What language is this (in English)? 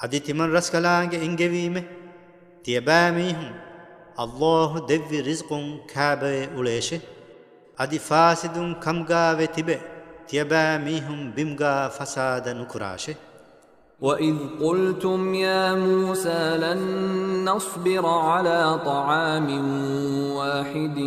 Divehi